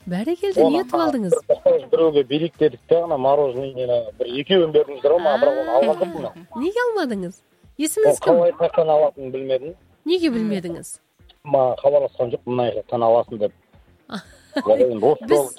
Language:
Kazakh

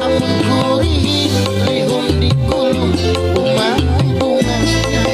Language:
Banjar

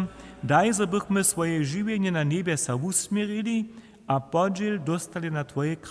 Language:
Upper Sorbian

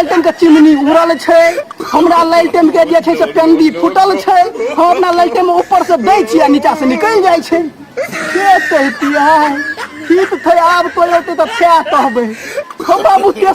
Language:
Maithili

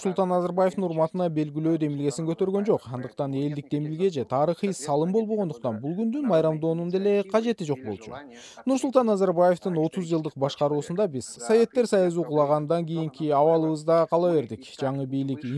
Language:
Kyrgyz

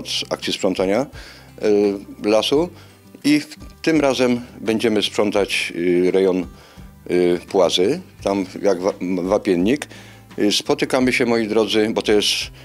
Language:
Polish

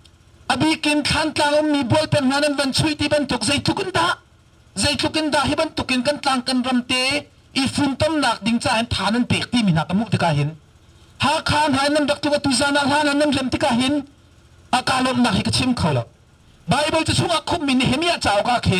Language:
Hakha Chin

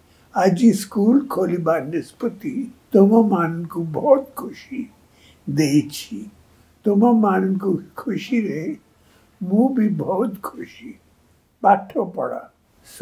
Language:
Odia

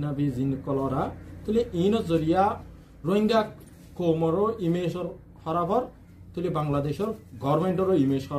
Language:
Rohingya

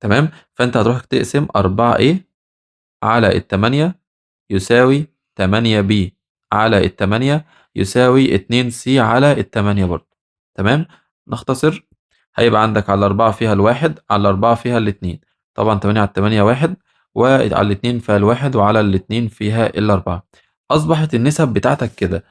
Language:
Egyptian Arabic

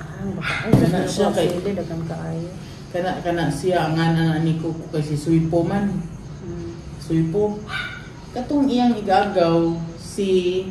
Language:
Cebuano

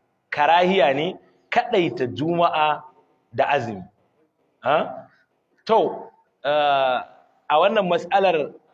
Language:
Hausa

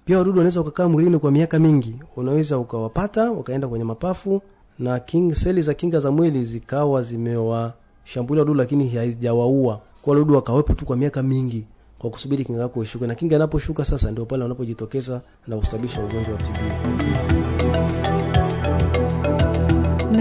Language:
Swahili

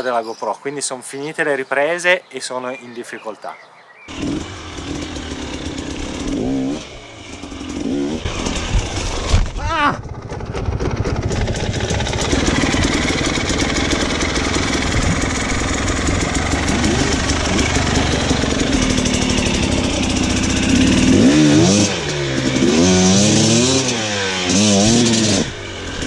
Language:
Italian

